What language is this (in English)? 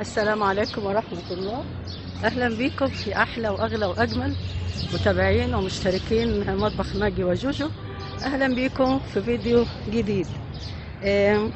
Egyptian Arabic